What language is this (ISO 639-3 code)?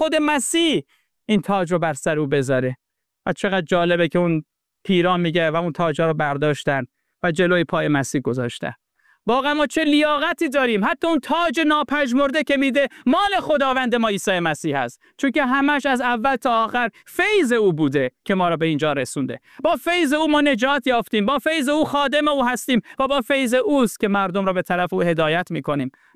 fas